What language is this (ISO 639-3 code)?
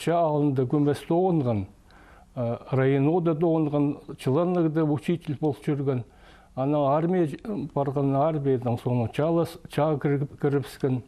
kjh